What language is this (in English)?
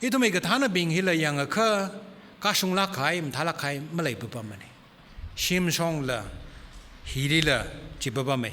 Tangkhul Naga (India)